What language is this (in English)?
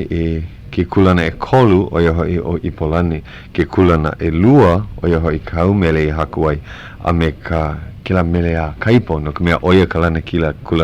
Hawaiian